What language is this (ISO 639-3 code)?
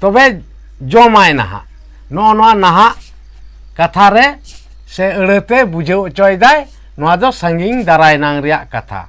sat